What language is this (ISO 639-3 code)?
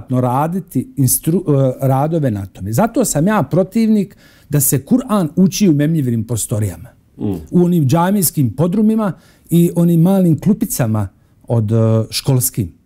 bos